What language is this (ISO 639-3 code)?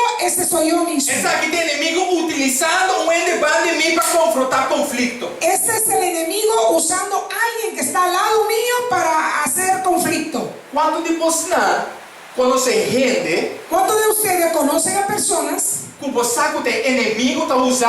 pap